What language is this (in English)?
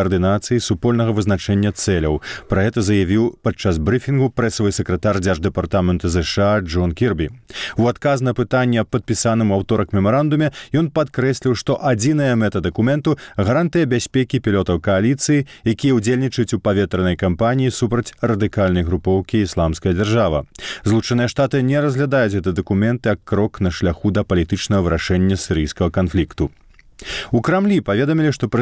Belarusian